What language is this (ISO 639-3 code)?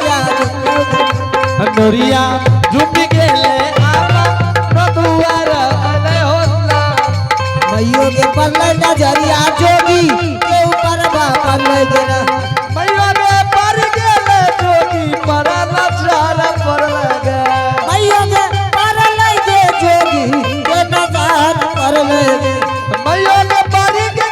anp